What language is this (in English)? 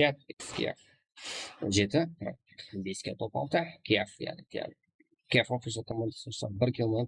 Kara-Kalpak